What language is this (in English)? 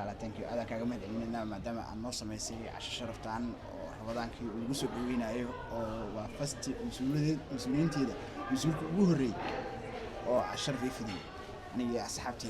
Somali